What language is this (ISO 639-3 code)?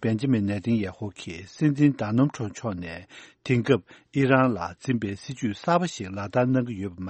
bod